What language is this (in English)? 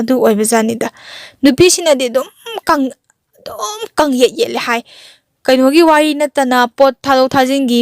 Manipuri